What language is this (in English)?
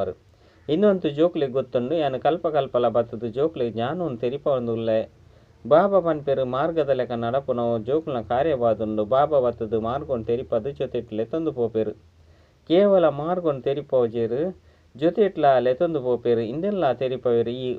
Tulu